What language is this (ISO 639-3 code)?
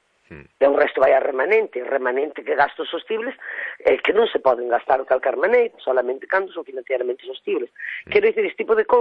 glg